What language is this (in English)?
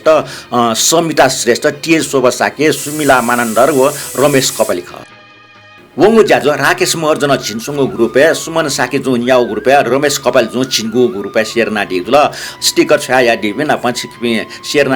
Newari